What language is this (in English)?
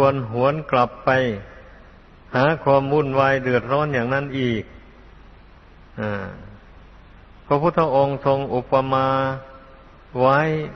Thai